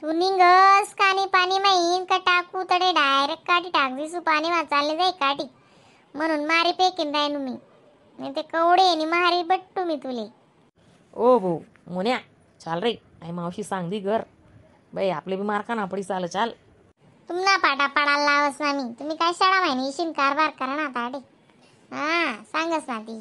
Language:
Khandesi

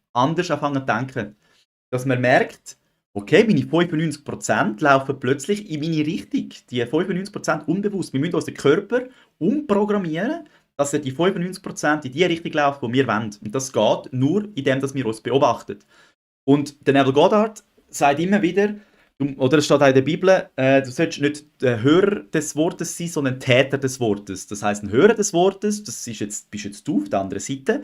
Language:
Swiss German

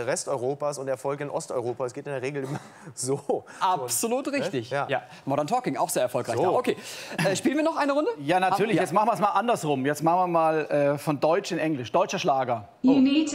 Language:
German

